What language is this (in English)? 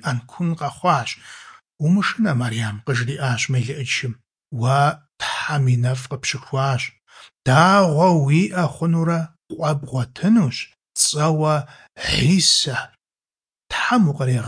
Kabardian